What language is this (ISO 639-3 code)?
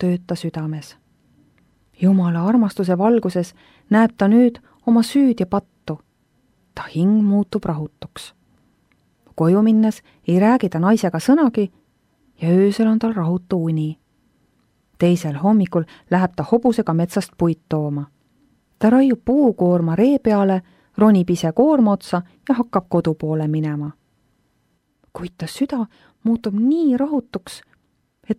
est